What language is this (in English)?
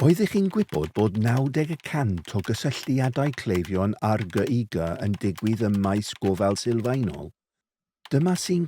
Welsh